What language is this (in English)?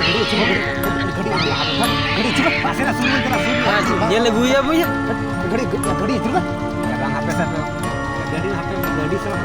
Santali